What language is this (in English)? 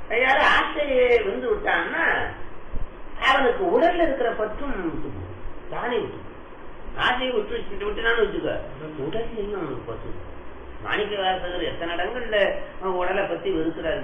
Tamil